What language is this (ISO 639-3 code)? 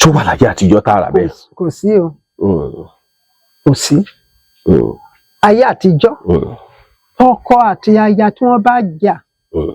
yor